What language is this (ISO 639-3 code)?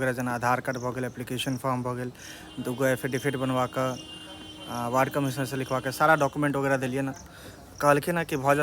mai